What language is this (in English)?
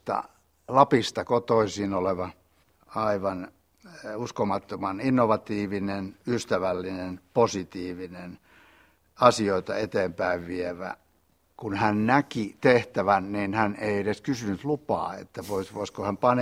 Finnish